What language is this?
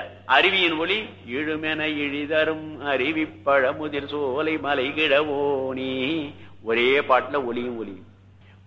Tamil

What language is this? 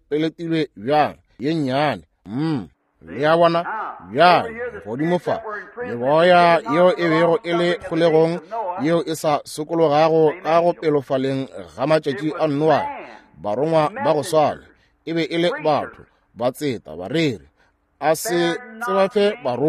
Northern Sotho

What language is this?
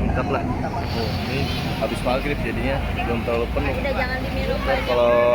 Betawi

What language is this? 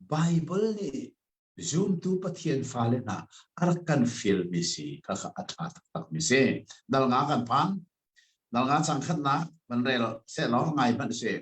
Hakha Chin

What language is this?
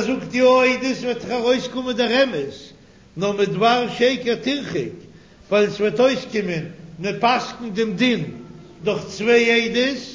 Yiddish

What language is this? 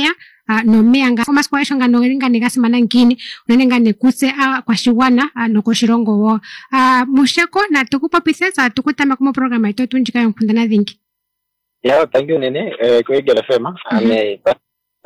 Kuanyama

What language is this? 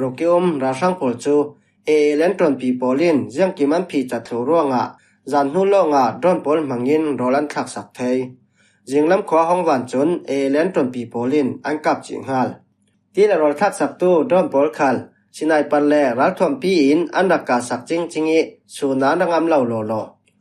Falam Chin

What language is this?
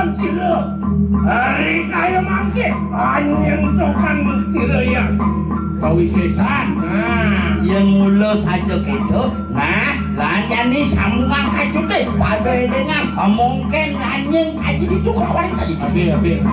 Balinese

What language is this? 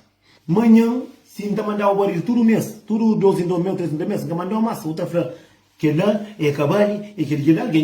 Kabuverdianu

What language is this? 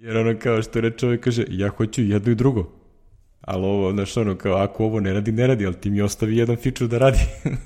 Serbian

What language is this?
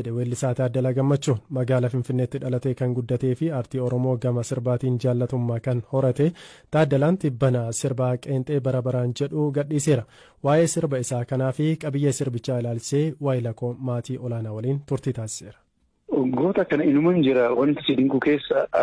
Oromo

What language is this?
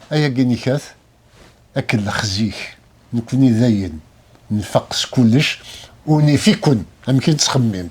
Kabyle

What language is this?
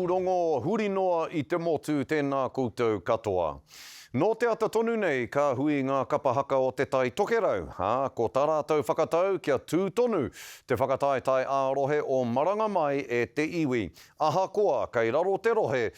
Māori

